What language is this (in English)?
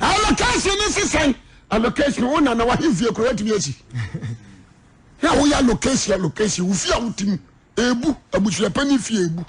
Akan